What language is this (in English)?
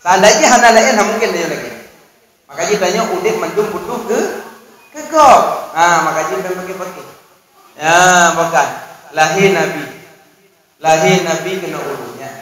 Achinese